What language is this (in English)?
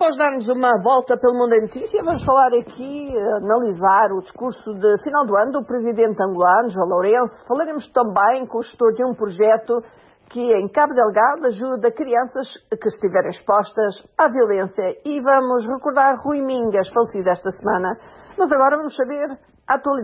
Portuguese